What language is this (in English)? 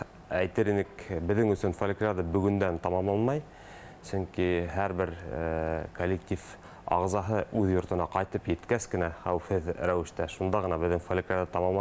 Bashkir